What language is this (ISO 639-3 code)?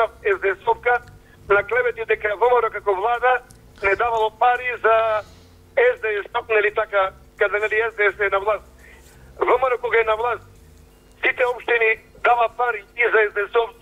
mkd